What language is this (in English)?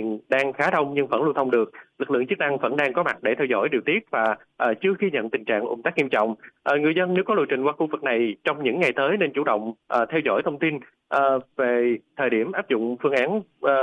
Vietnamese